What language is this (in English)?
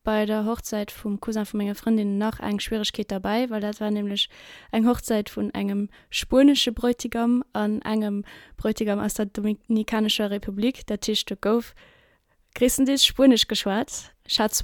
Luxembourgish